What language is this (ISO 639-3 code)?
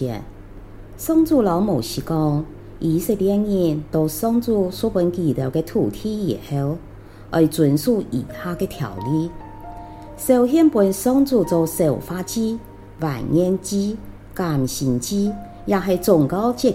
hak